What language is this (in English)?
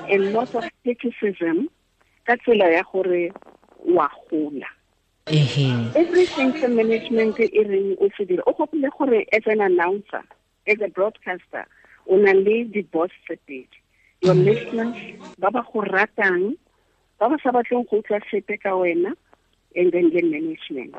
Tswana